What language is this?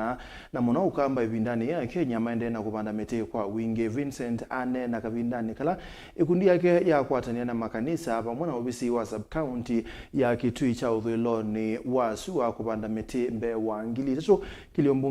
Kamba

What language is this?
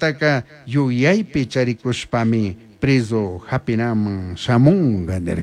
Chimborazo Highland Quichua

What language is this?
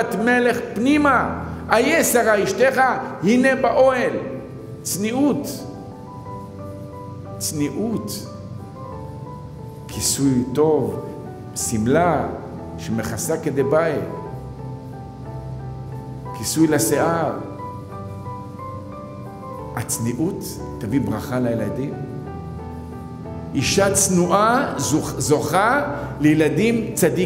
Hebrew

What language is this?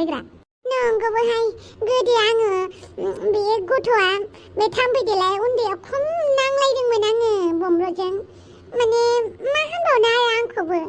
Bodo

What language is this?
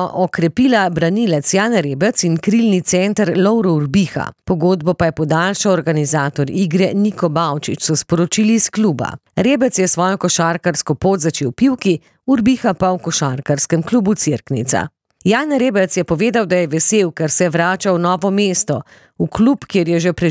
Slovenian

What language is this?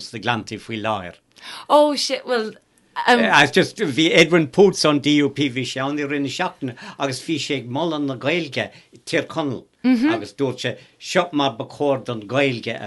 Irish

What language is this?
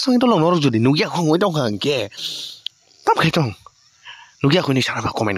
Kok Borok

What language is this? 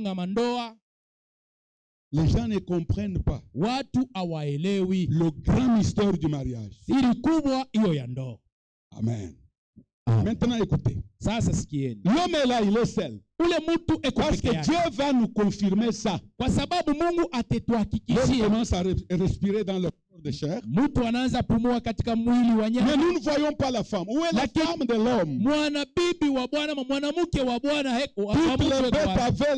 Swahili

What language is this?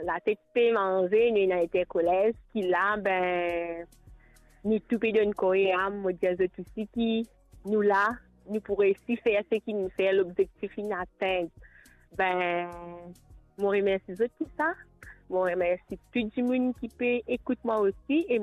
Morisyen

